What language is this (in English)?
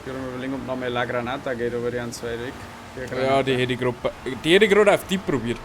Bavarian